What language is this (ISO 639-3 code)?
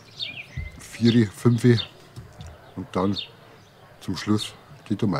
bar